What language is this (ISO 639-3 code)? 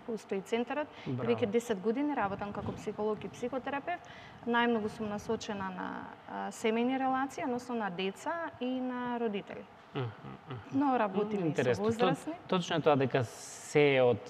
mkd